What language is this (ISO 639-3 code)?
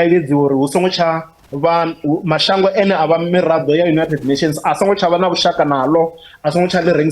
ven